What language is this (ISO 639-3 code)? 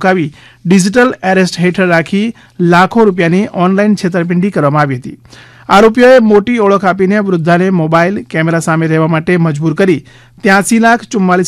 guj